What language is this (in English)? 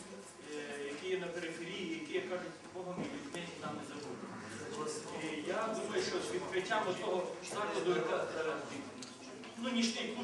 Ukrainian